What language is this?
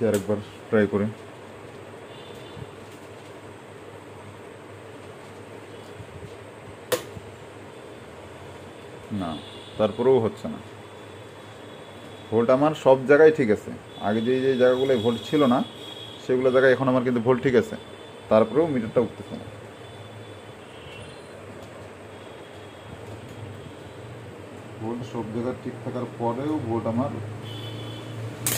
Bangla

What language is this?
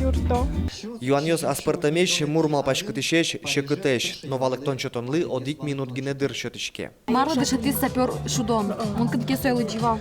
Udmurt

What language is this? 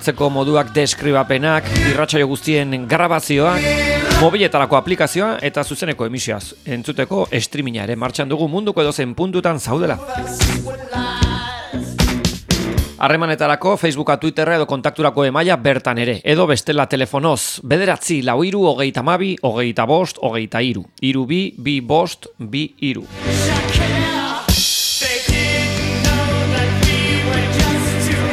Basque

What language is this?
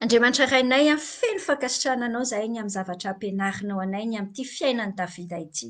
Malagasy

